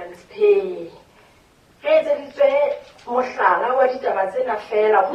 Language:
Southern Sotho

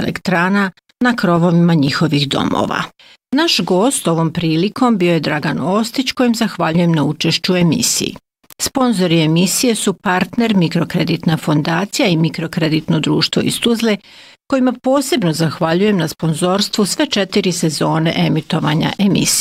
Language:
Bosnian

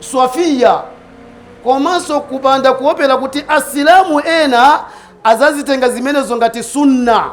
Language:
Nyanja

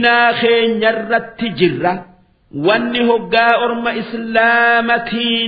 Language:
Oromo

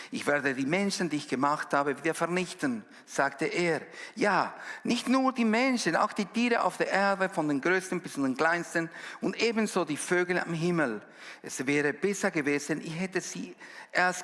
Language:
Swiss German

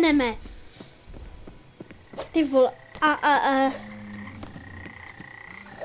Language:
Czech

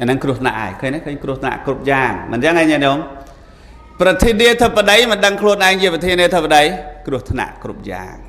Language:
Khmer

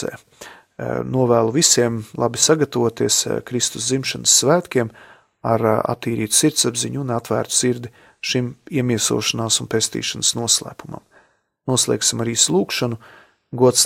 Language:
Latvian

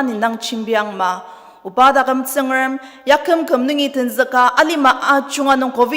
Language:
Ao Naga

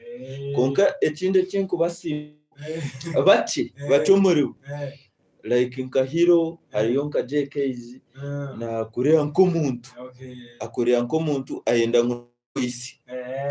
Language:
Nyankole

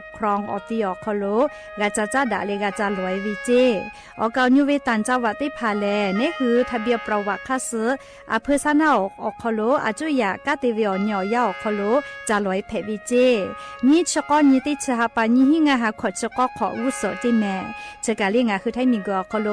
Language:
Lahu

